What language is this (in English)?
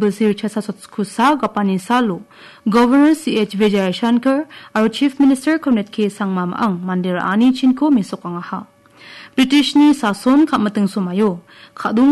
Garo